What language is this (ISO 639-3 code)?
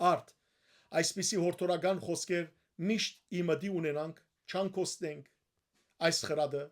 hyw